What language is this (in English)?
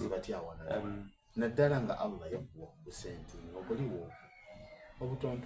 Soga